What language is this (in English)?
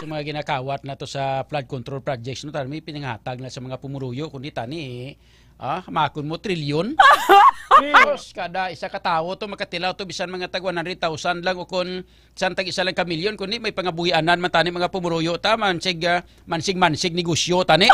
Hiligaynon